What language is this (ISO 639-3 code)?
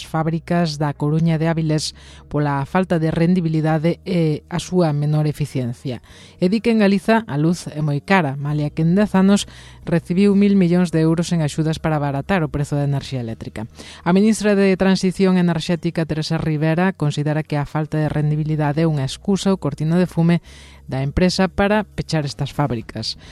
glg